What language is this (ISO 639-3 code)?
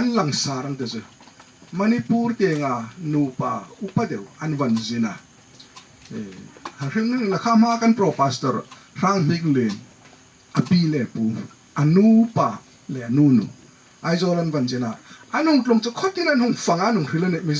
hmr